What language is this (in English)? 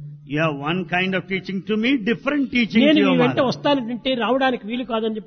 Telugu